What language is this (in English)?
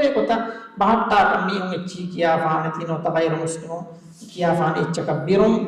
Divehi